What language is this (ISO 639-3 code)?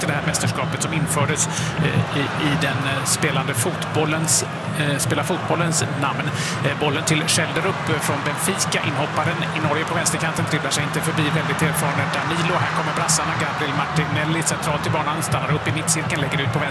swe